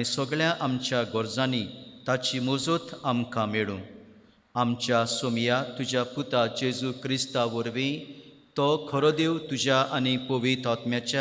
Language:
Konkani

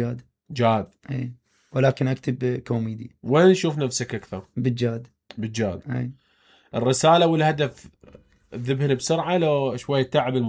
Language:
Mesopotamian Arabic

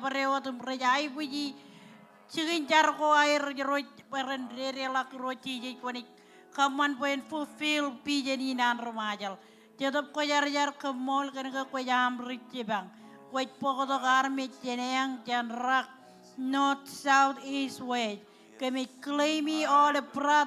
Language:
Marshallese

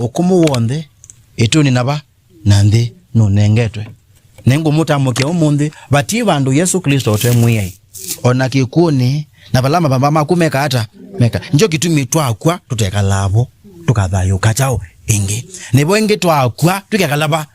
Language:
Kamba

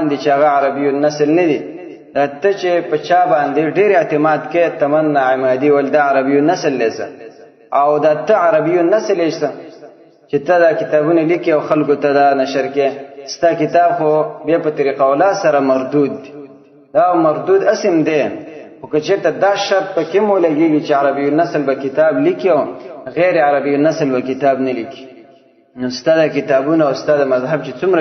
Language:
Pashto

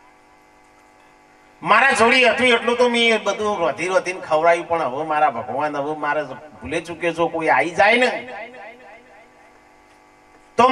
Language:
Gujarati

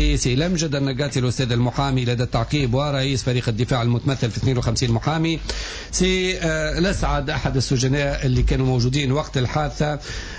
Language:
Tunisian Arabic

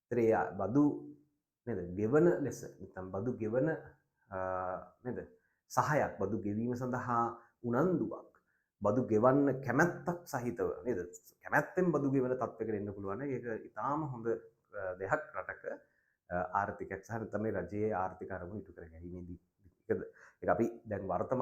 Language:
Sinhala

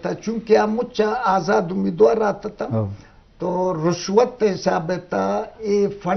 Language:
Eastern Balochi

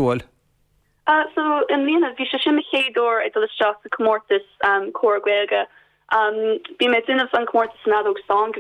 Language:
Irish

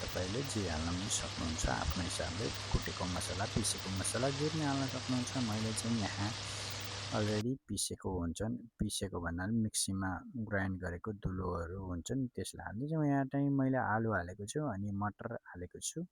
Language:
Nepali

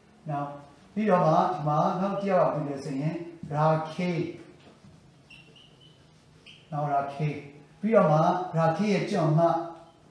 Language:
Burmese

